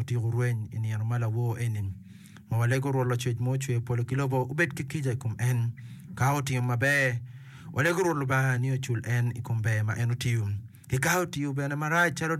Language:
Acoli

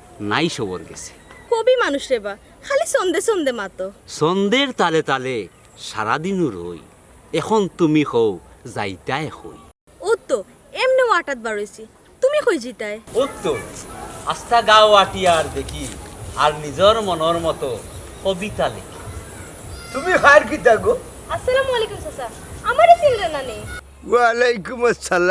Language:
Sylheti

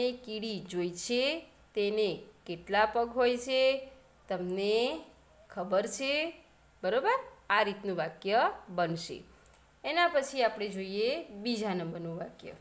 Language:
Gujarati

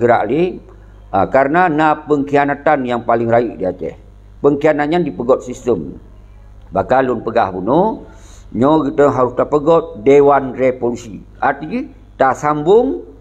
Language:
Achinese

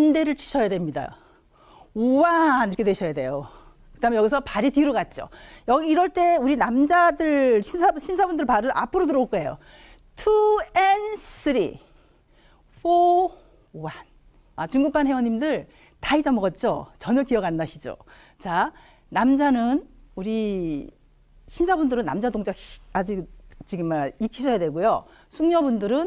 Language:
Korean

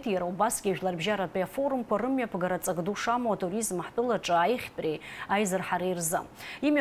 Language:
Abkhazian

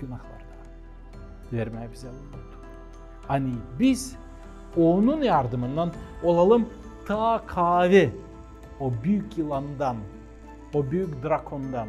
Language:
Gagauz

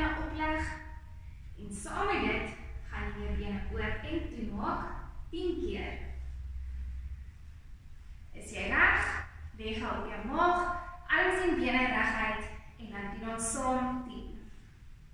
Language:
Afrikaans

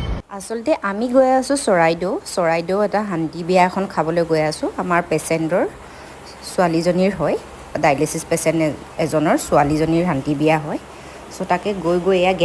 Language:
Assamese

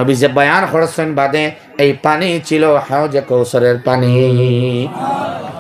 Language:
Sylheti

